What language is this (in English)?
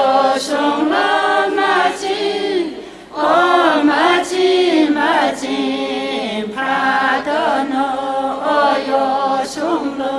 Tangkhul Naga (India)